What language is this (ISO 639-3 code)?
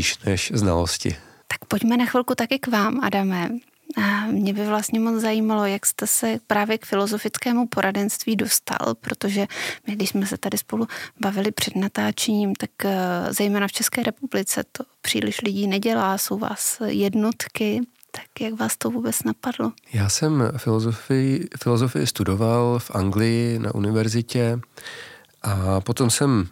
ces